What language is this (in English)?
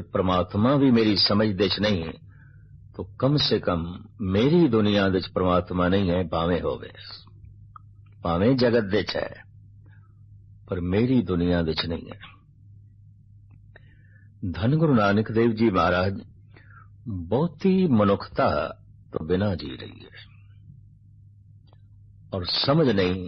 Punjabi